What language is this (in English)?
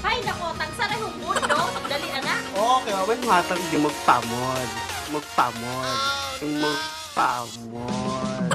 Cebuano